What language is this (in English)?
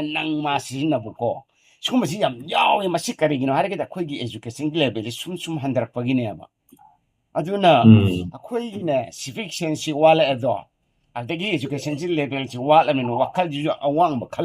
Manipuri